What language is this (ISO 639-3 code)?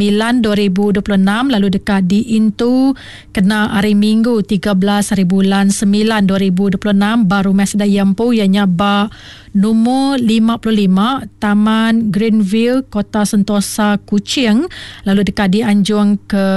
iba